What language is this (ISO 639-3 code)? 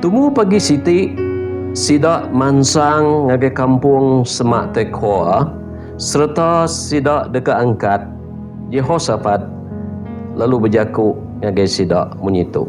iba